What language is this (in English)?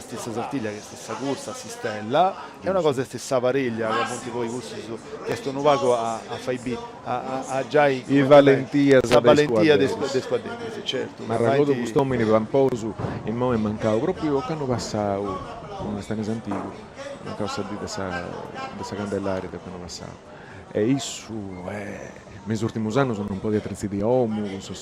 Sardinian